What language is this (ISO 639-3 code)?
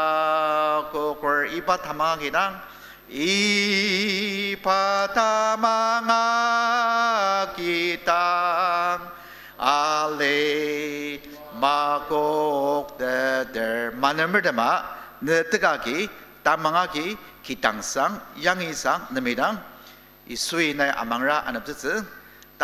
njo